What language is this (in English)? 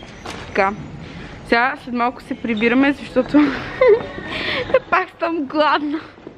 Bulgarian